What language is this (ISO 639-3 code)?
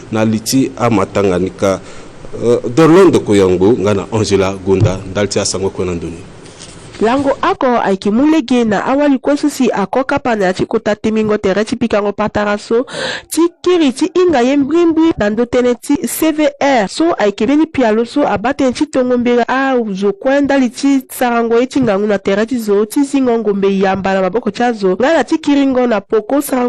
sag